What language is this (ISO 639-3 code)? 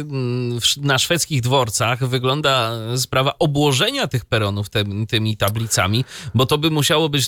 pol